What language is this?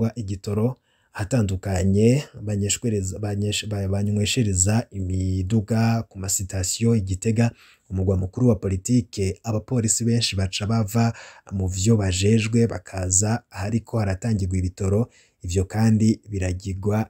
Rundi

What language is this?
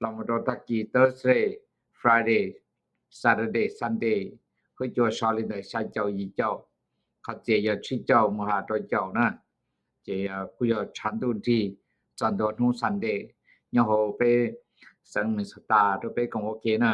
Hmong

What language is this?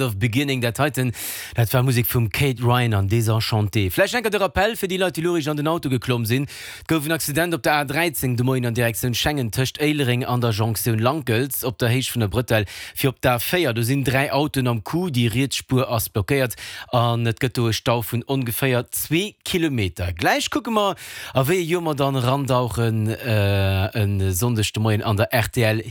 Luxembourgish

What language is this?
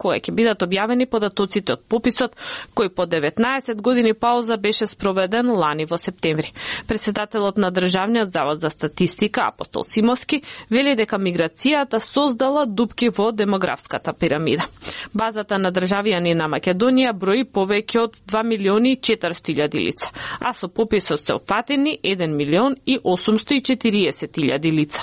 Macedonian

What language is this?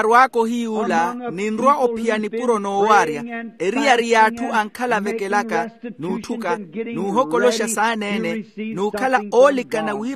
Makhuwa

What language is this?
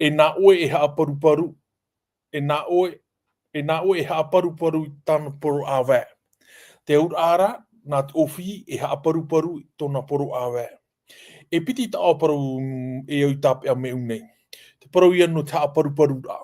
Tahitian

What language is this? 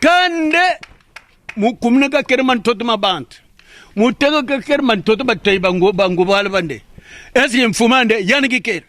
Lingala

